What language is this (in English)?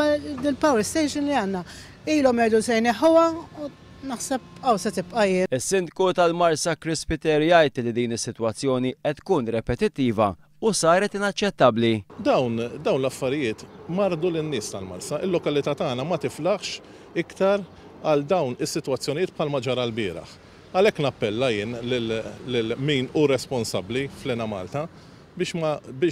Maltese